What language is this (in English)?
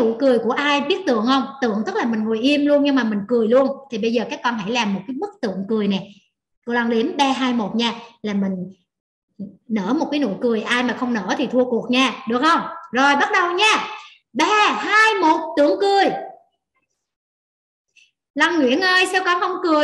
Vietnamese